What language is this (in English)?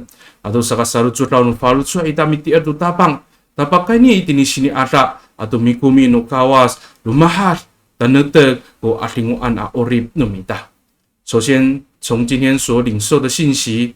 Amis